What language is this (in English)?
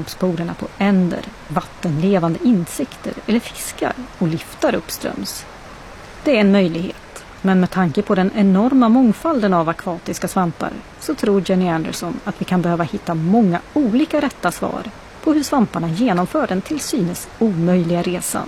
Swedish